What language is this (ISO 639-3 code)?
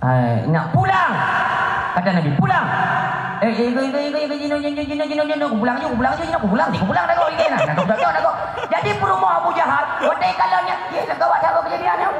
ace